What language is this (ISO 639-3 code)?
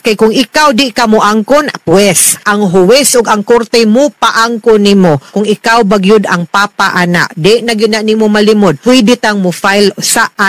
ceb